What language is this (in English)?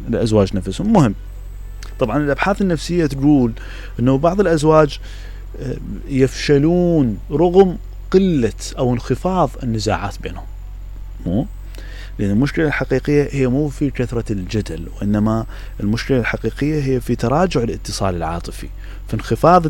Mesopotamian Arabic